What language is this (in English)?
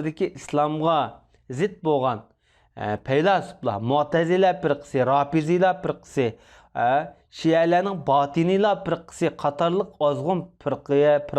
Uyghur